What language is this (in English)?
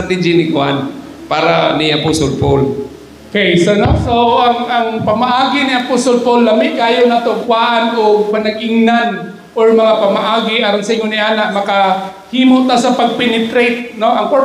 Cebuano